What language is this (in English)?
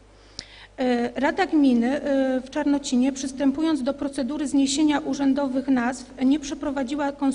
Polish